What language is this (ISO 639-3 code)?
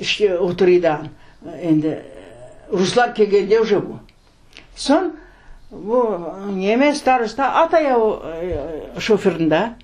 crh